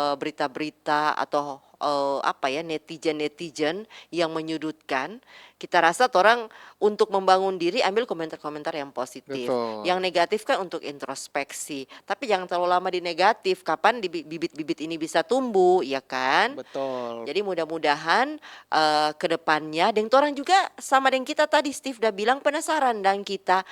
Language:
Manado Malay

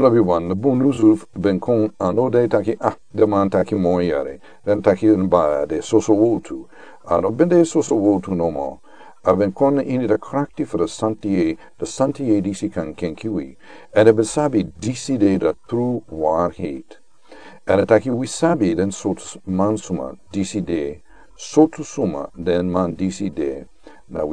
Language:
Sranan Tongo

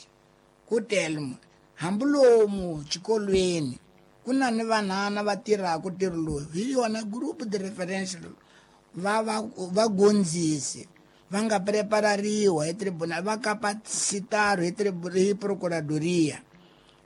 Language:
Tsonga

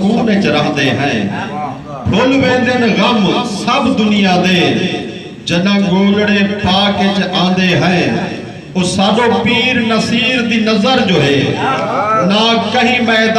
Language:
Saraiki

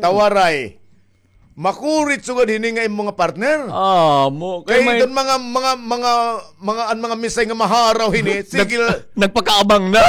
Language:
Waray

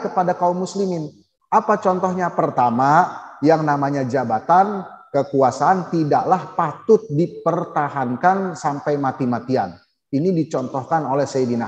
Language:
Indonesian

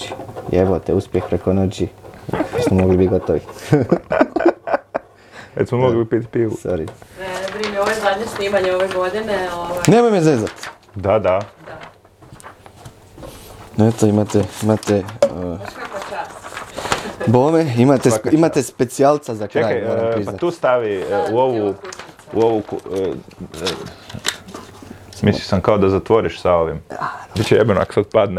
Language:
Croatian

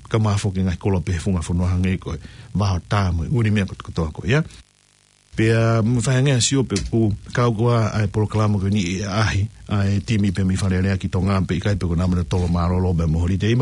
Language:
Tongan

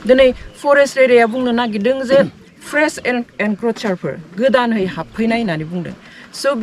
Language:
Bodo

